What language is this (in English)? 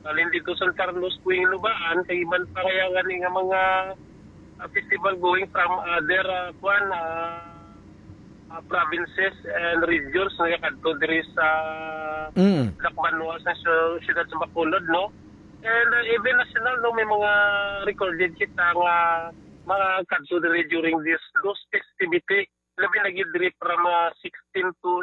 Hiligaynon